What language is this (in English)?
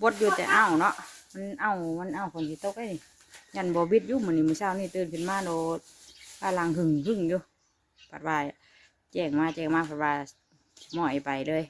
Northeastern Thai